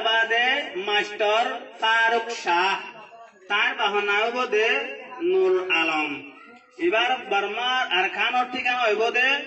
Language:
Rohingya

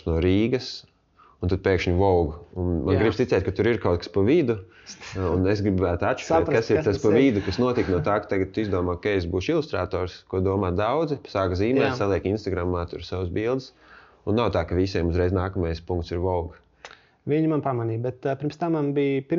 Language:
Latvian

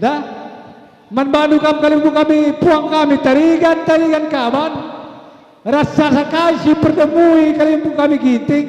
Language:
Batak Karo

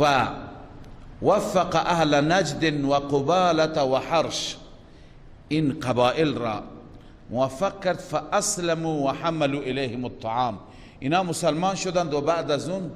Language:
Persian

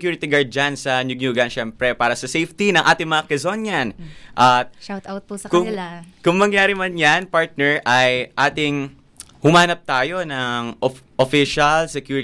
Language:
Filipino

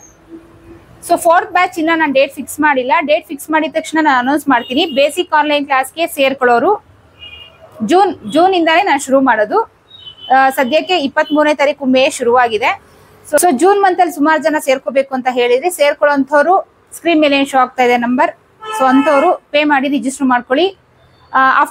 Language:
Kannada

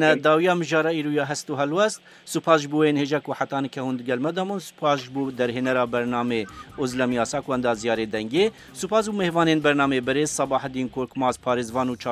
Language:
Kurdish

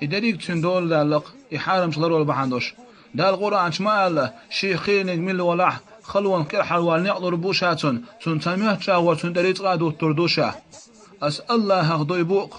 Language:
Chechen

